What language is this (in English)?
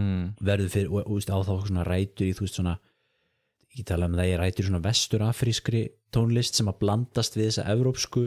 Icelandic